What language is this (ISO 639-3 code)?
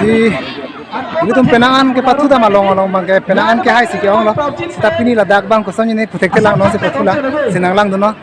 mjw